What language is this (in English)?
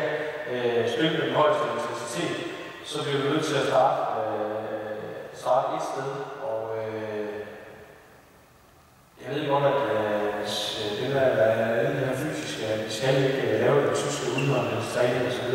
Danish